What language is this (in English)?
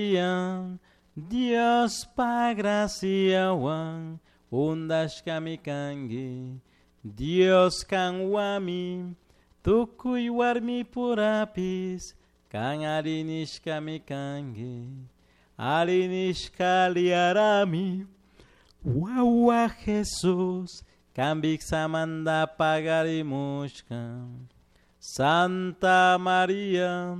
Chimborazo Highland Quichua